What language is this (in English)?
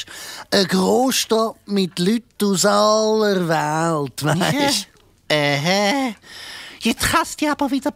Swiss German